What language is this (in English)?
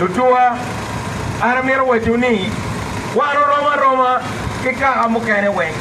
Acoli